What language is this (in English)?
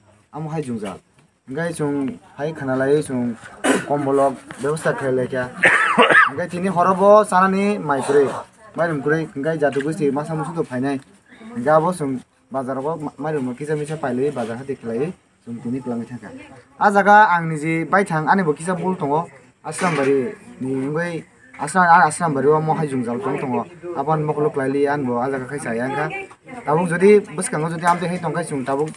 Kok Borok